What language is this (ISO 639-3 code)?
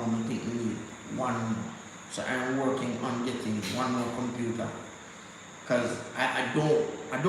jam